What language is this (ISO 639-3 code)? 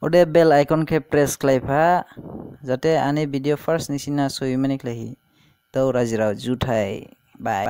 dis